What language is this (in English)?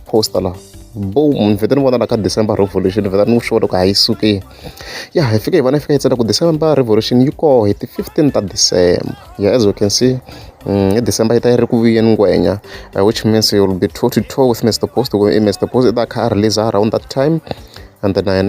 Tsonga